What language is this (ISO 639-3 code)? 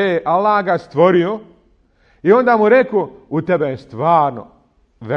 bos